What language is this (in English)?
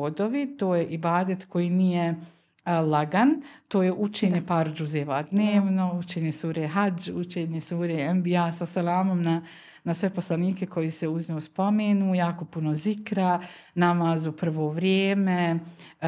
Bosnian